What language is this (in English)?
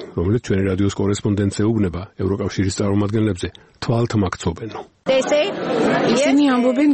Georgian